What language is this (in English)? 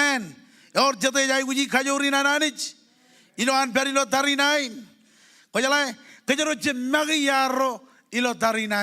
Marshallese